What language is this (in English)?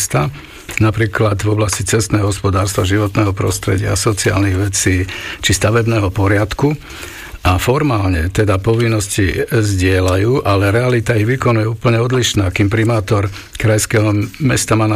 Slovak